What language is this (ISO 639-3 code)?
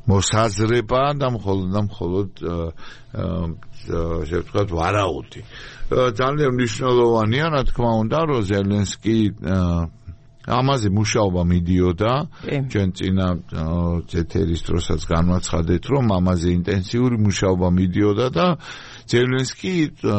kat